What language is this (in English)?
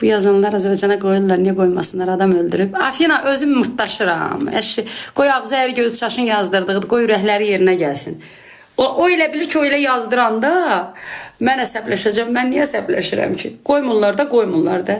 Azerbaijani